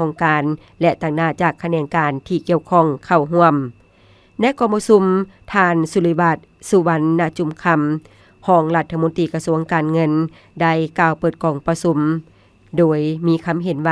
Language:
Lao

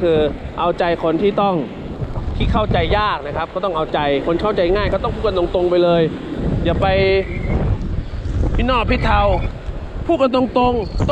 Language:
Thai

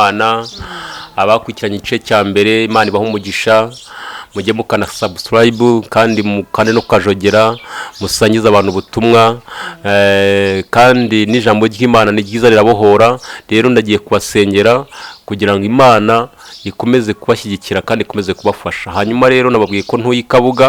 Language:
Kinyarwanda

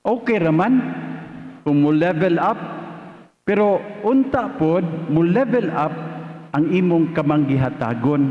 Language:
Cebuano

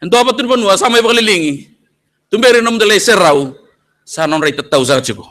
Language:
Fijian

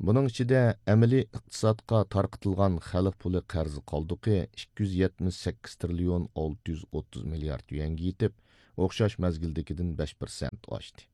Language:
Uyghur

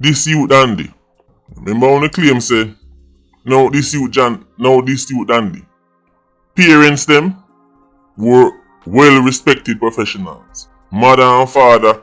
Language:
Jamaican Creole English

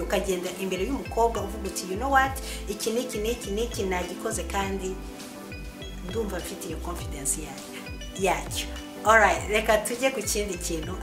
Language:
Kinyarwanda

